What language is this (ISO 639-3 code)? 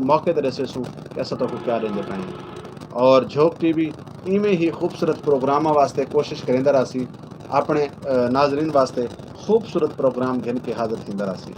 skr